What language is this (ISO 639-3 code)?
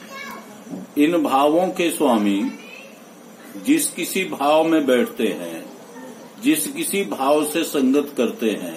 hin